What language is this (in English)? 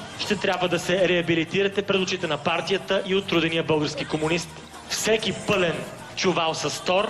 Bulgarian